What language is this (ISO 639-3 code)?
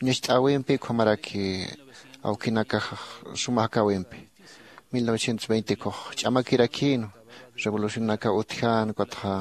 aym